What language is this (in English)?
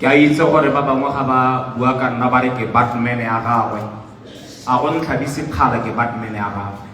Tswana